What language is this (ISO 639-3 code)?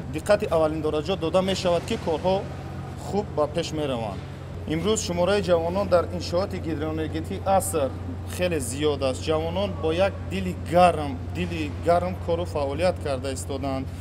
tgk